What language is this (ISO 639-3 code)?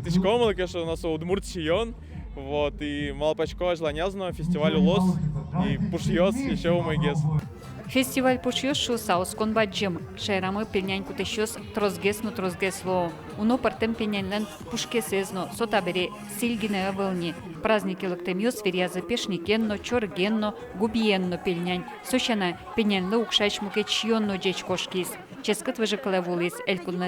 udm